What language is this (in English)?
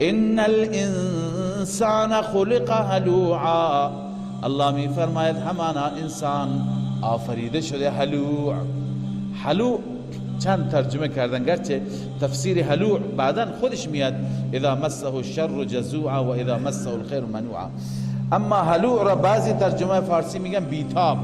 Persian